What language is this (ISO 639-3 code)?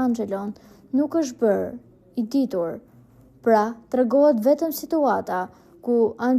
sqi